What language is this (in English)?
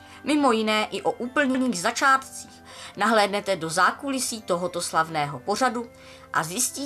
Czech